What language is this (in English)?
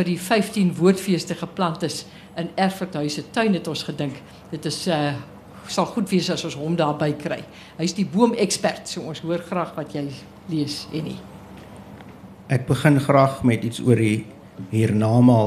Afrikaans